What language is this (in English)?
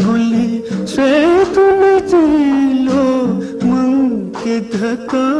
Newari